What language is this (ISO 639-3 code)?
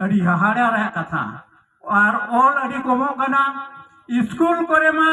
sat